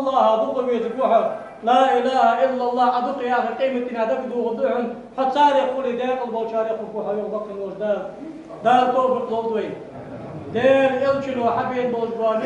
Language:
Ingush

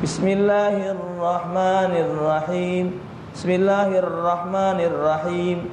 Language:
Musi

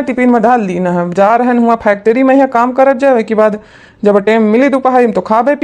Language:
Awadhi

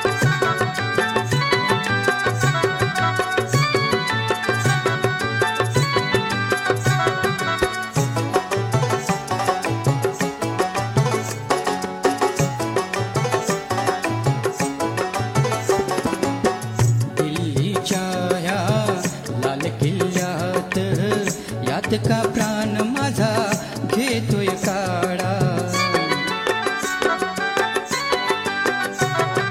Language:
Marathi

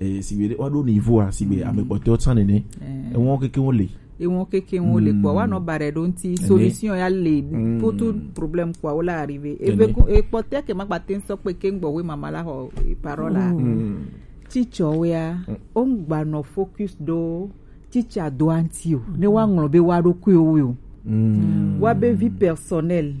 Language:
Gen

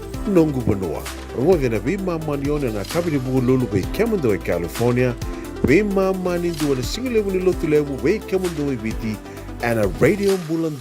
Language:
Fijian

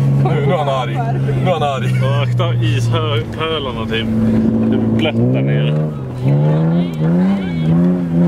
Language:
Swedish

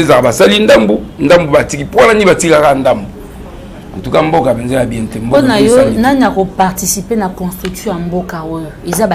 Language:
Lingala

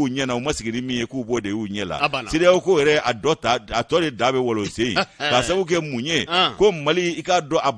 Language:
Bambara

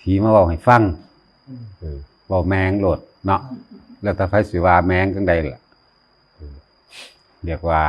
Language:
Northeastern Thai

